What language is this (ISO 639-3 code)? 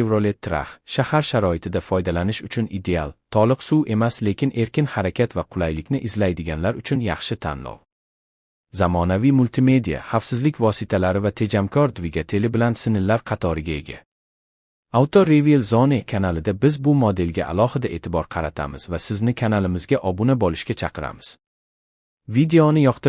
uzb